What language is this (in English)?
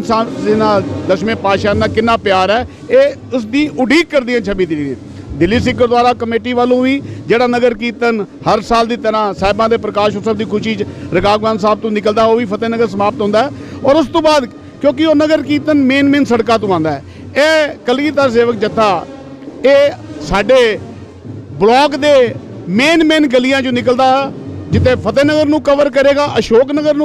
Punjabi